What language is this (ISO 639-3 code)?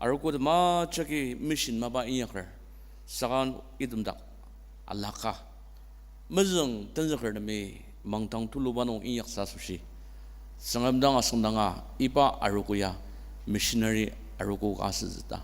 njo